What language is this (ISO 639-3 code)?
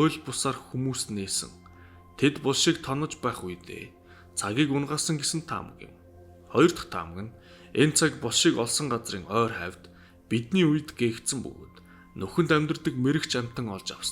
mon